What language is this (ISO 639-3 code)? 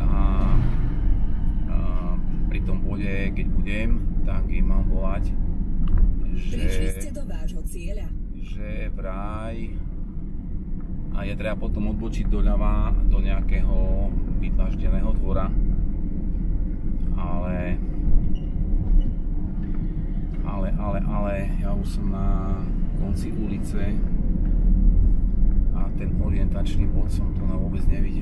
slk